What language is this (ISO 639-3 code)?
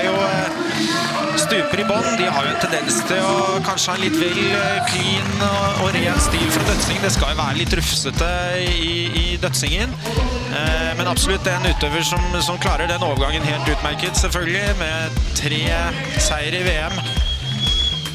nor